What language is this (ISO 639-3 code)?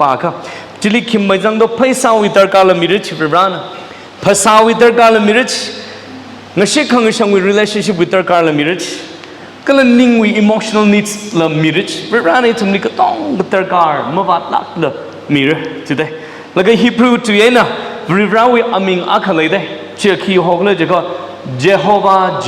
nmf